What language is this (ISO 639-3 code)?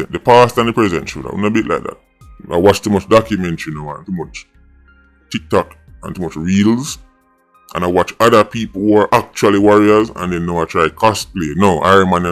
jam